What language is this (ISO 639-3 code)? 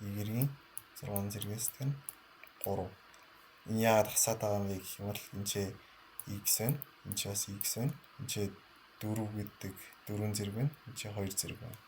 mon